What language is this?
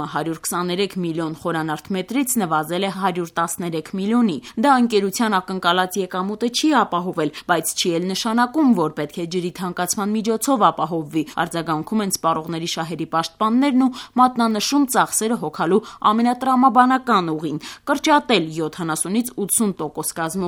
Armenian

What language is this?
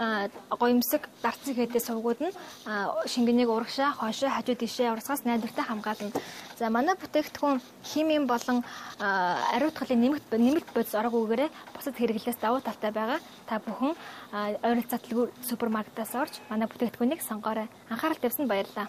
Mongolian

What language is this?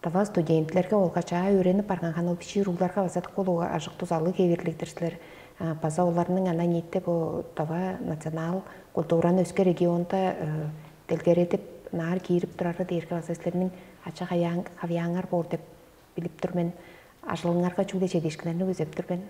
Tuvinian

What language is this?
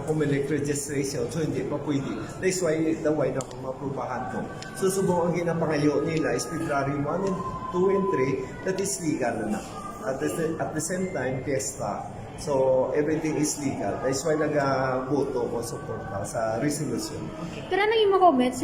Hiligaynon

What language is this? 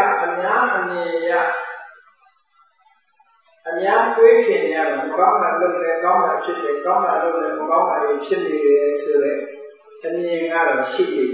Burmese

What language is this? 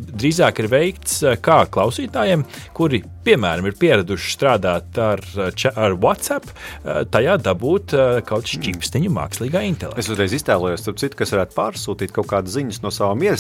Latvian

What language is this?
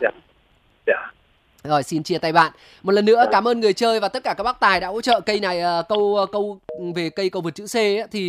Vietnamese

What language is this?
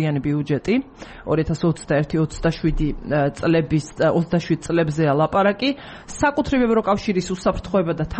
Georgian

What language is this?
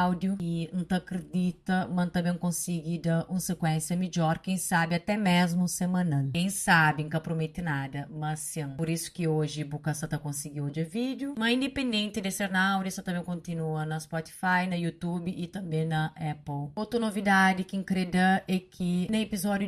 Kabuverdianu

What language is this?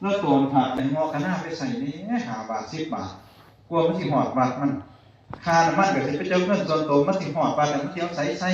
Northeastern Thai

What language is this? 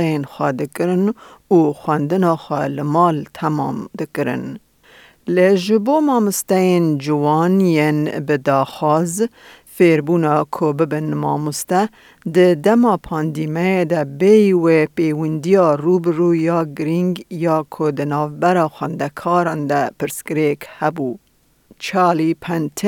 Kurdish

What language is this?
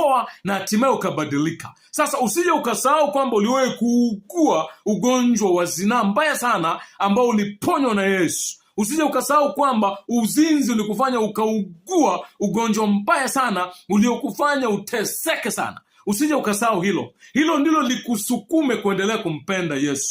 Swahili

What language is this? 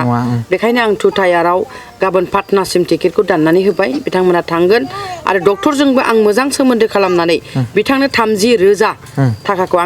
Bodo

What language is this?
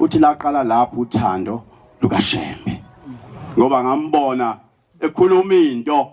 Zulu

